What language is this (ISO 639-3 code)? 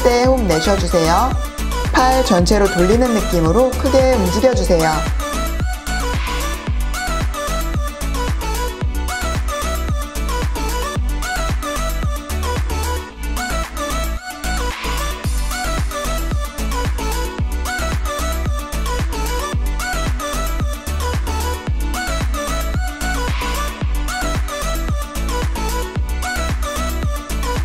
kor